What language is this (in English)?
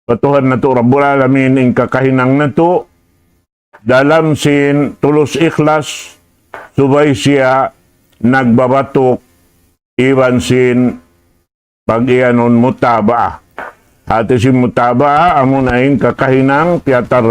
Tausug